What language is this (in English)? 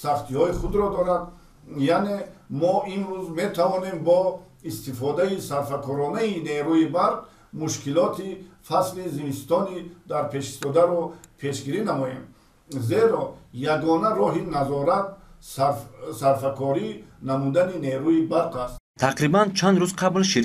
Tajik